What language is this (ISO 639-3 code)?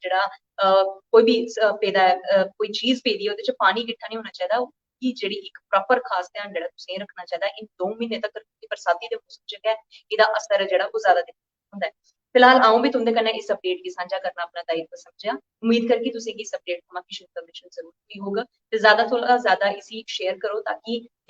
doi